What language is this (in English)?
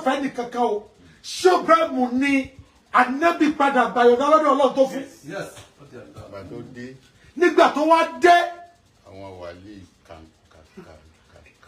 Yoruba